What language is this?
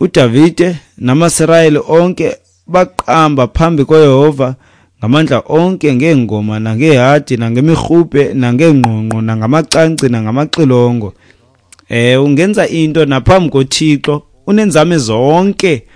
Xhosa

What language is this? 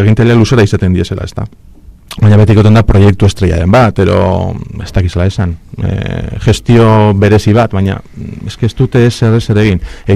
Basque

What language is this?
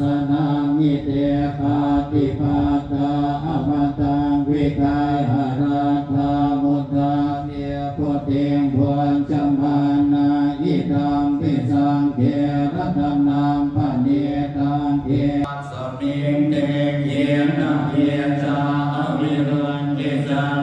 Pali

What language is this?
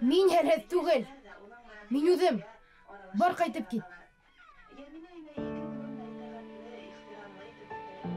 Bashkir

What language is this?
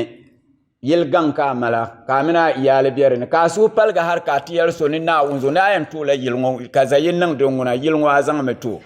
Dagbani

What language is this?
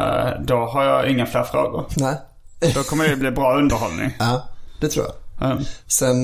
Swedish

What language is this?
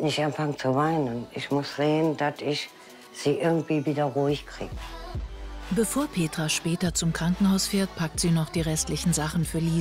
German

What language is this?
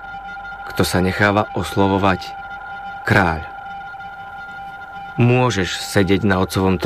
Slovak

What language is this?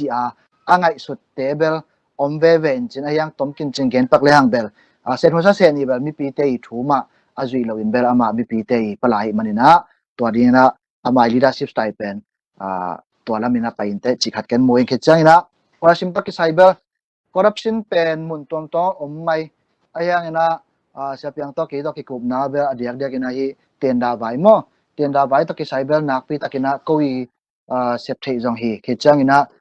Tedim Chin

